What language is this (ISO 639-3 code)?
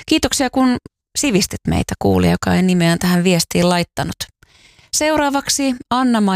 fin